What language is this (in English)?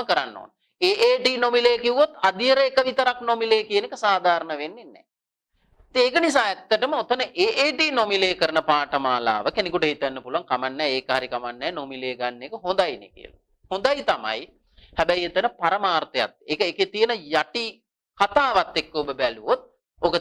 Sinhala